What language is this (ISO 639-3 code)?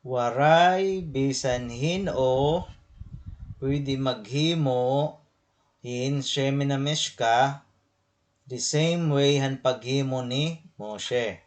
war